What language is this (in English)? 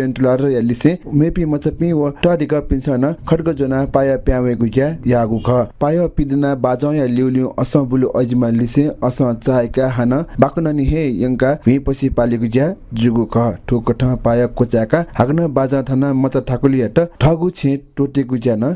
Newari